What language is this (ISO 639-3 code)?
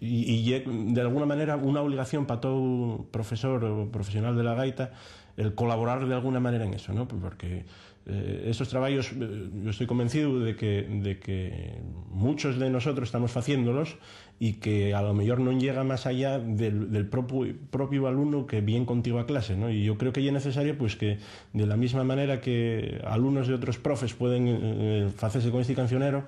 ast